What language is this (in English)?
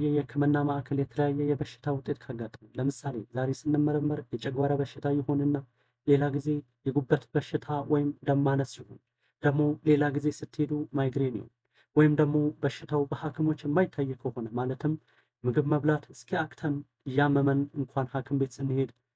Amharic